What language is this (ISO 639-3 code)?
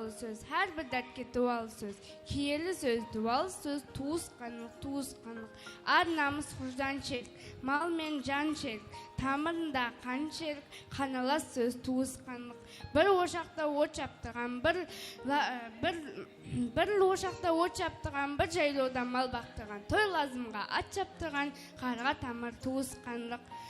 kaa